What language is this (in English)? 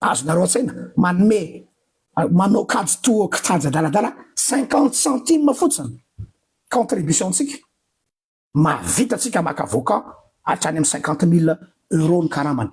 Malagasy